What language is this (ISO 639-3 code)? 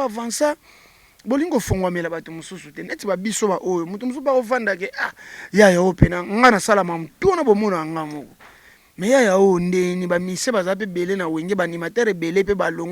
lin